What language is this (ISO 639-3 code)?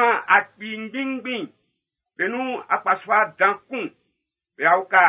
bci